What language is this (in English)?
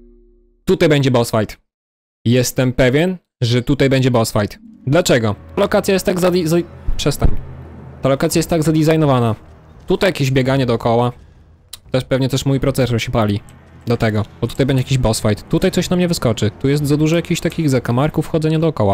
Polish